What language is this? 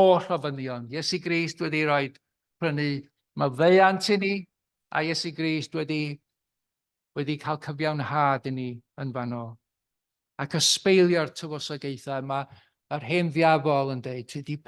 Welsh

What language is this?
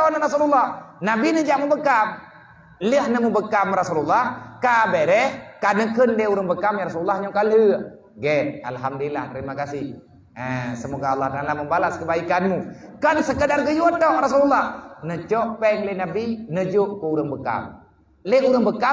Achinese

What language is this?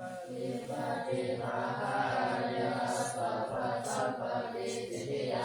Pali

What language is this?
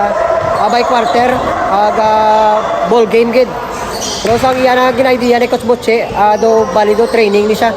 Hiligaynon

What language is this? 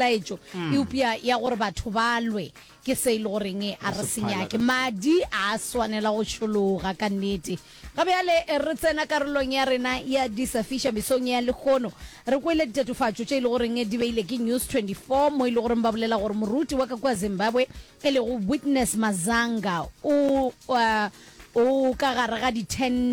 Northern Sotho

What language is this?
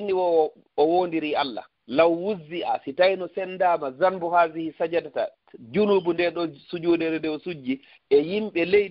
Fula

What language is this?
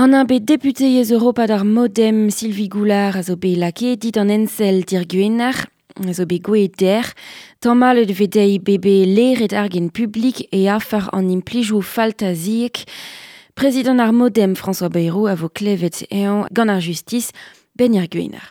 Breton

